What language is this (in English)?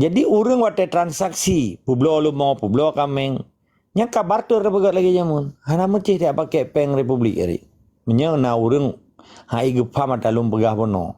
Achinese